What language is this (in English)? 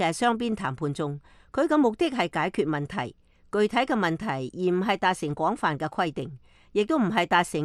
Cantonese